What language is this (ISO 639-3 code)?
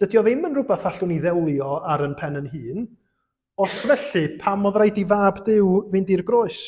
cym